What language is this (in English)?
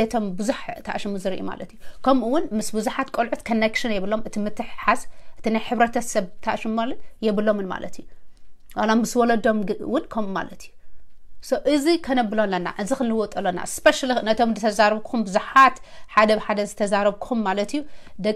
Tigrinya